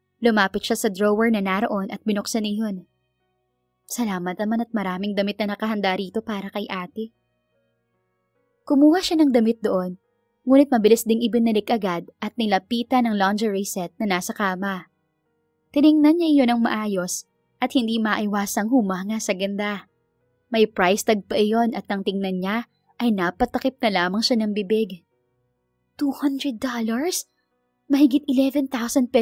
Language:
Filipino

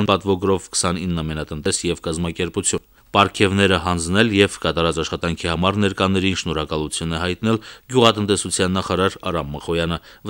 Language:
Armenian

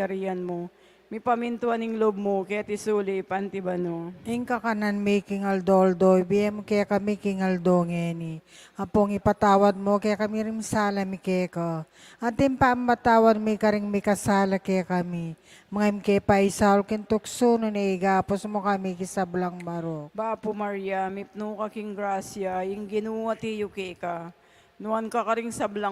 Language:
Pampanga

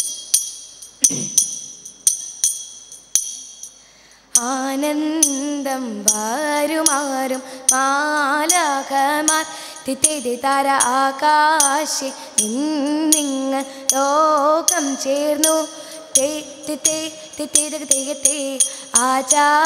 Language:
Malayalam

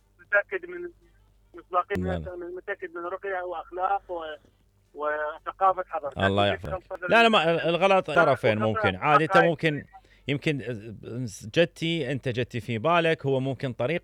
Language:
Mesopotamian Arabic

